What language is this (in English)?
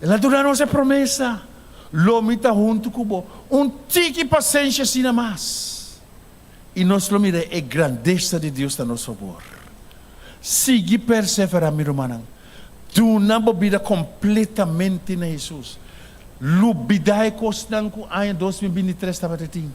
Papiamento